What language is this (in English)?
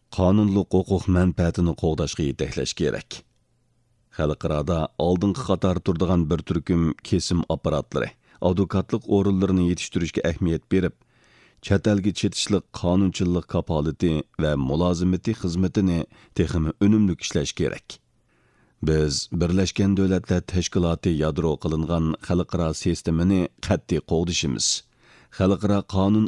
Uyghur